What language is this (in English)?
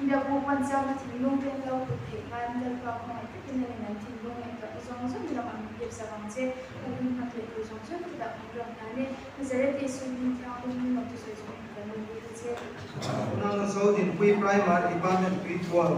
Mizo